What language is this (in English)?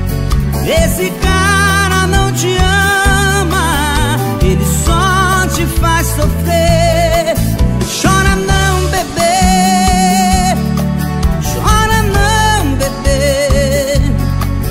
Portuguese